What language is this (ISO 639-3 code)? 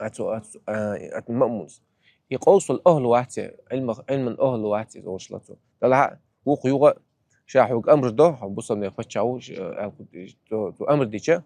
che